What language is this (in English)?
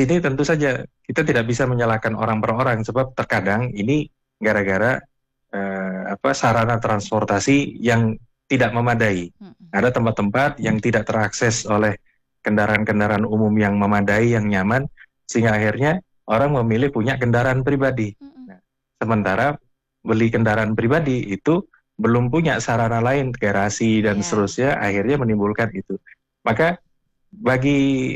Indonesian